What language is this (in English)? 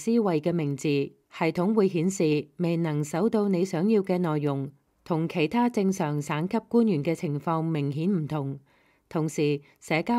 Cantonese